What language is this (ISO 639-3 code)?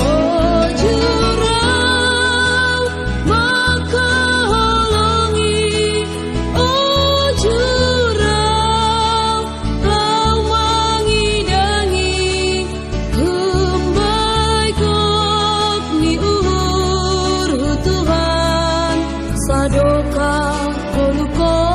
bts